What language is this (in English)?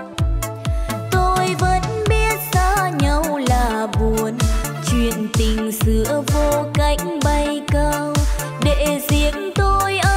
Vietnamese